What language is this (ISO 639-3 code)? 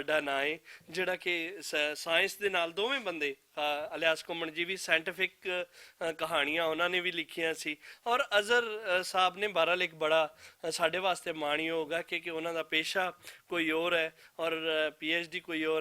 lah